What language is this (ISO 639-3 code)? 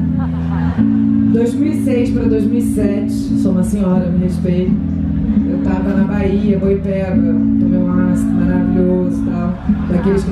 por